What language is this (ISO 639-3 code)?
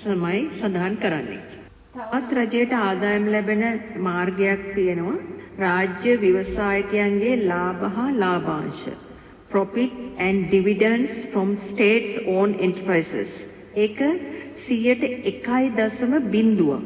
sin